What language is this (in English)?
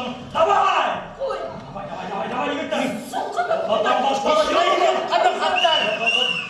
Bashkir